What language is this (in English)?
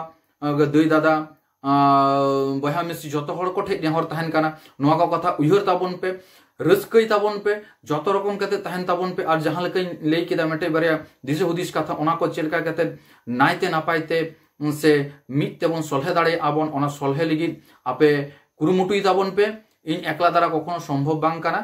Santali